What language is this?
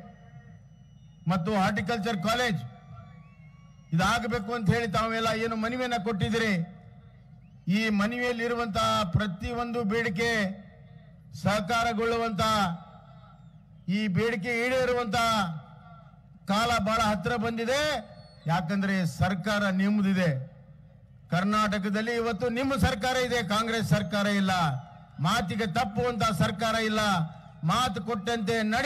Kannada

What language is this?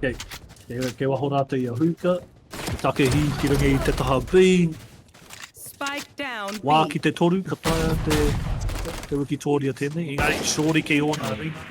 Māori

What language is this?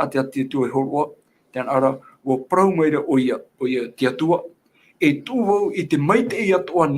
Tahitian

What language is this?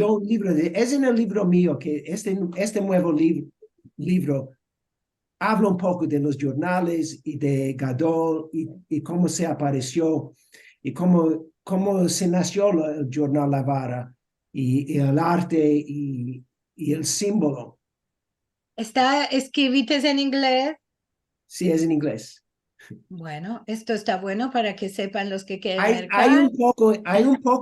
Ladino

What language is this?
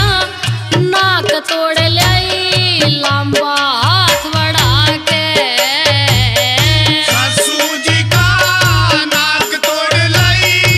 Haryanvi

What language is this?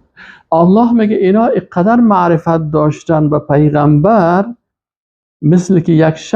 Persian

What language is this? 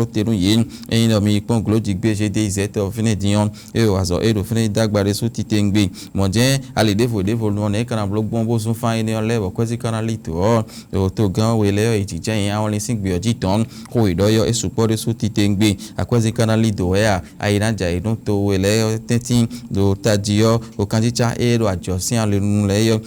Fon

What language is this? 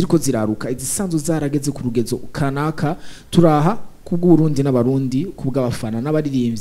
Rundi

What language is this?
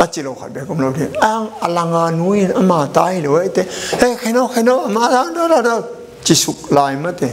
Tedim Chin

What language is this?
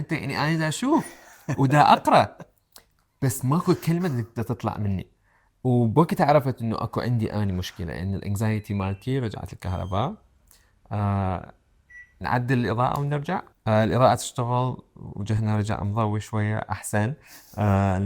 Mesopotamian Arabic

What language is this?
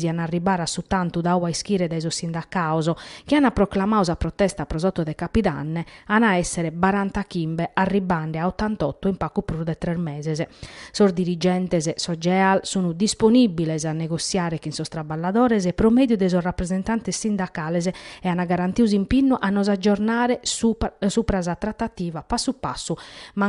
Sardinian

